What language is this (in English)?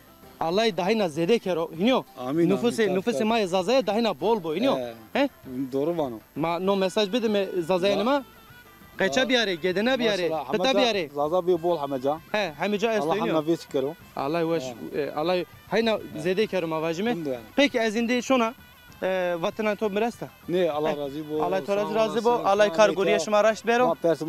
Zaza